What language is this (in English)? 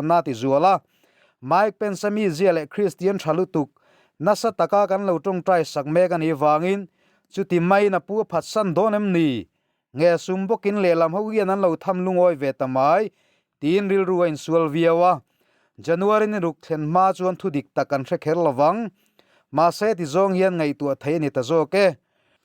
Mizo